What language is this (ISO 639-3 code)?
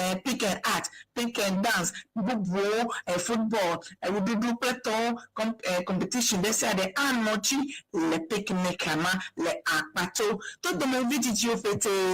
ewe